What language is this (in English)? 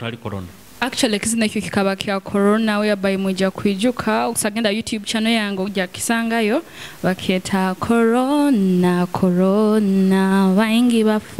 Nyoro